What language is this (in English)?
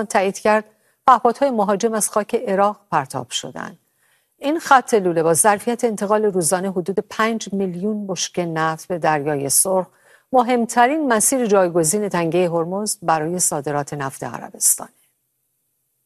Persian